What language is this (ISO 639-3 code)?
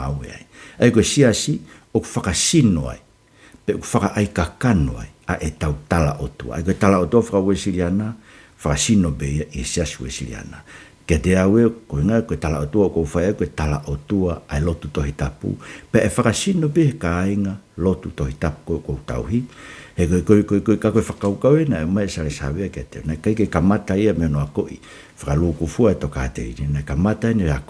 ton